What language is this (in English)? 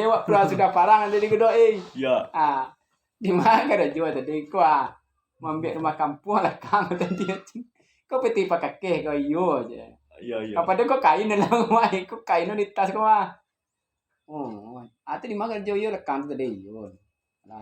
Minangkabau